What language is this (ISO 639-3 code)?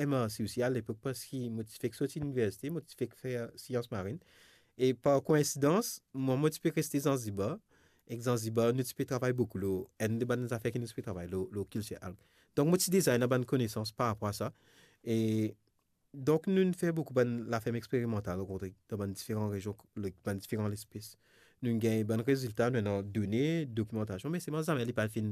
mfe